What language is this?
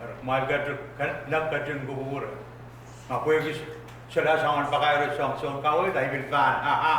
Pohnpeian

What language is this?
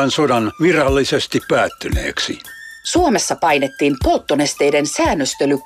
Finnish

